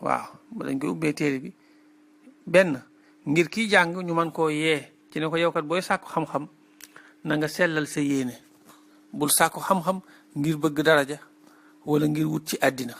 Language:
Wolof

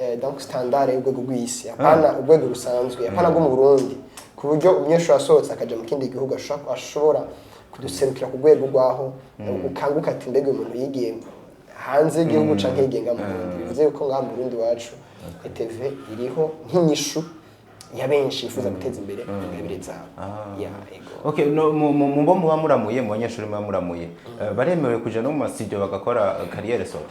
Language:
Rundi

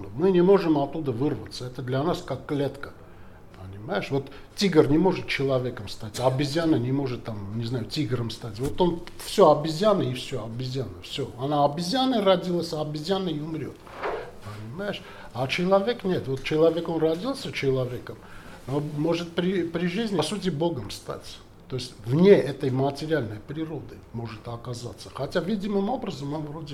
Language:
Russian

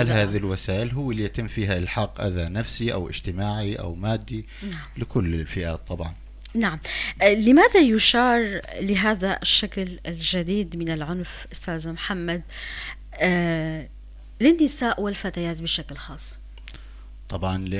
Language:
North Levantine Arabic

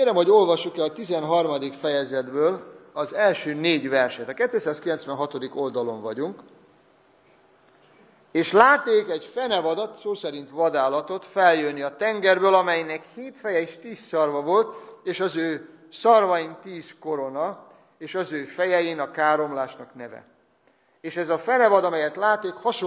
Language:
Hungarian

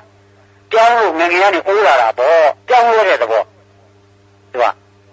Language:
Burmese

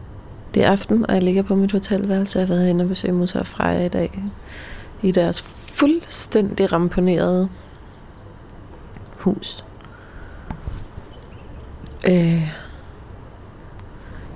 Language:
Danish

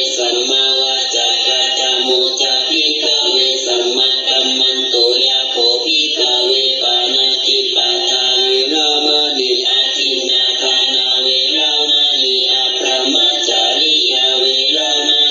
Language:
Pali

